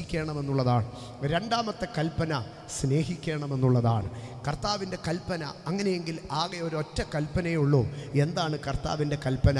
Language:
Malayalam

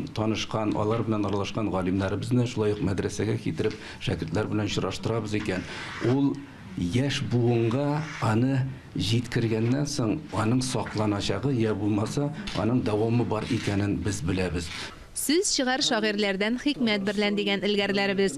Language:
Tatar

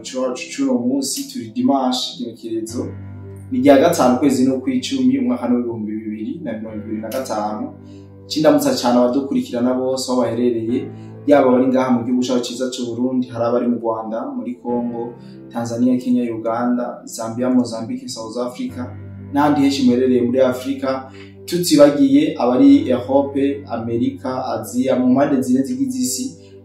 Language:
Rundi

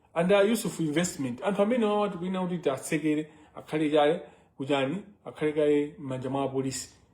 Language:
Nyanja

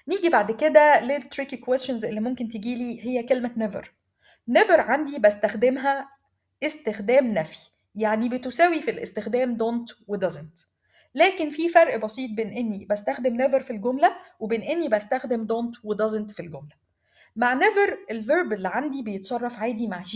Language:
Egyptian Arabic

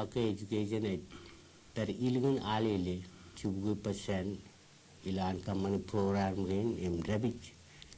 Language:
Marshallese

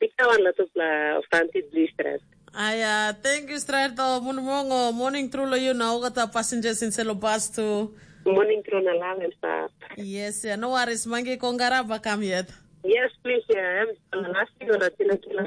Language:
Tok Pisin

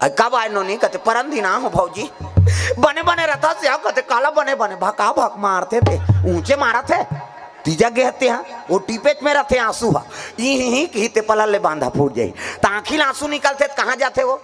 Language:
Chhattisgarhi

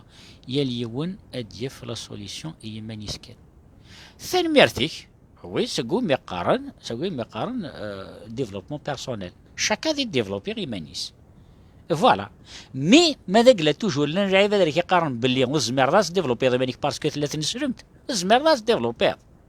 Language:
Kabyle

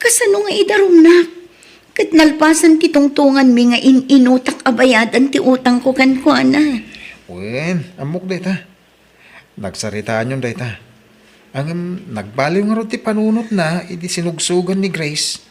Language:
Iloko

